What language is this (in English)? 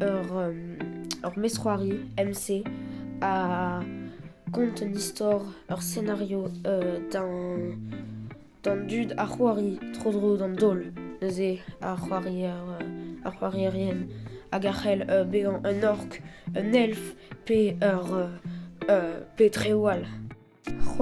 Breton